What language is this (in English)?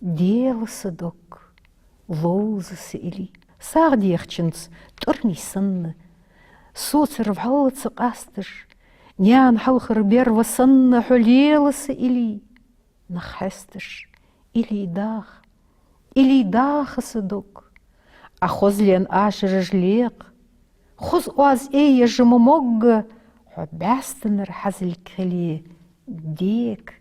Ingush